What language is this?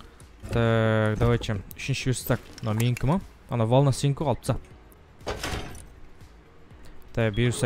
Kazakh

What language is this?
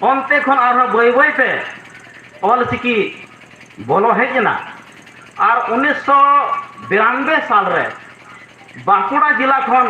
Santali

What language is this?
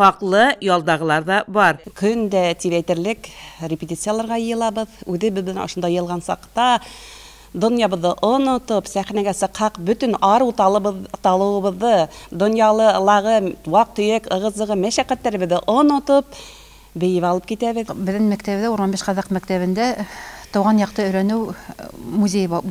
Bashkir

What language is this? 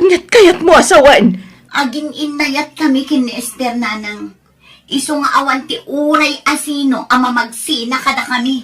Iloko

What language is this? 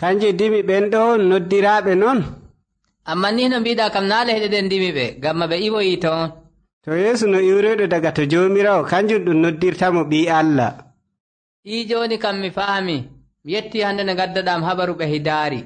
Nigerian Fulfulde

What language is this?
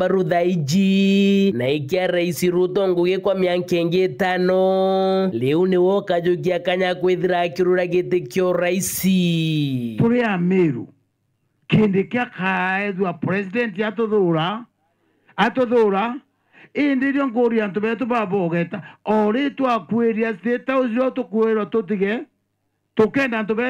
Meru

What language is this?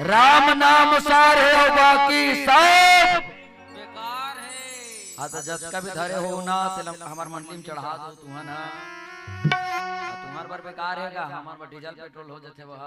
Chhattisgarhi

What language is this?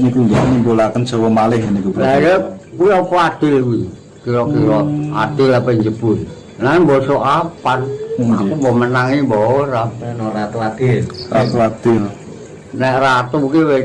Javanese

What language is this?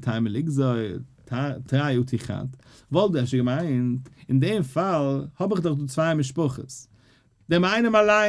Yiddish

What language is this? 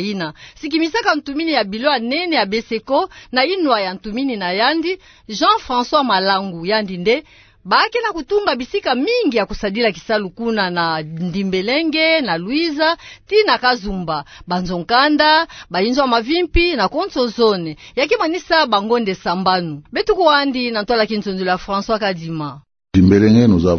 Kituba (Democratic Republic of Congo)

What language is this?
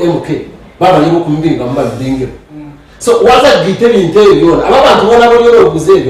Nyankole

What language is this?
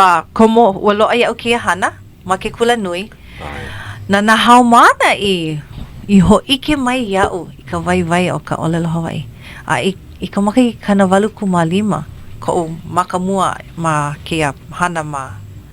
Hawaiian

